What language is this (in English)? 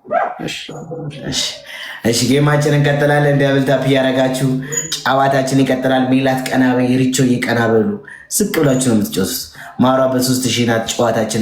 Amharic